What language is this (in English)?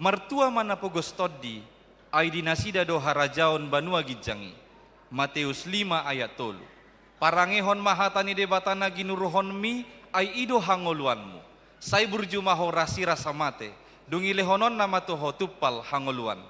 Batak Toba